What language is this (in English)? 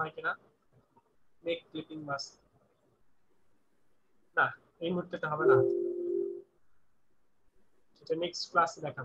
Bangla